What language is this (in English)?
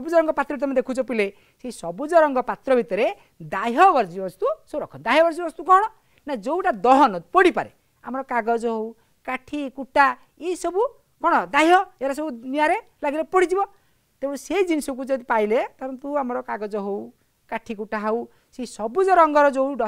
Odia